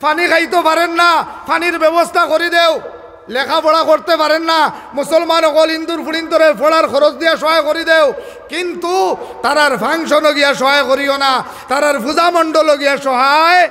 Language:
Sylheti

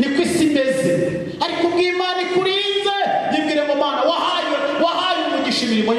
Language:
Kinyarwanda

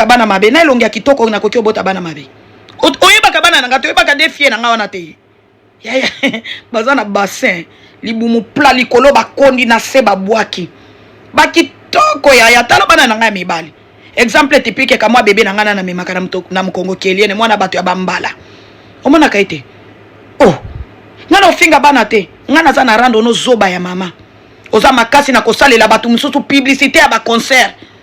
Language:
Lingala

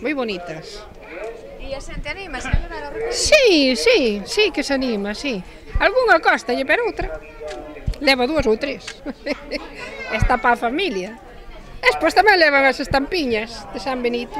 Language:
Galician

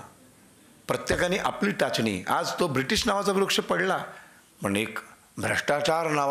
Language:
Marathi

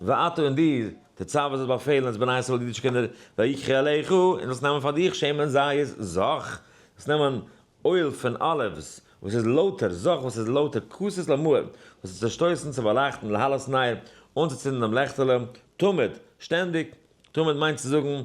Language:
Yiddish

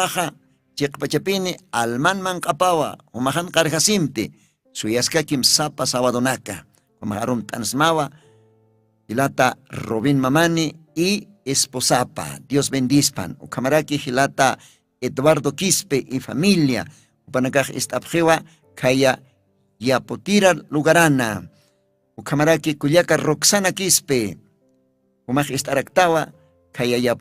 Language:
Aymara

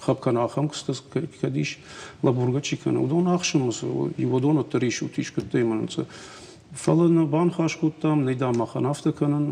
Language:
Ossetic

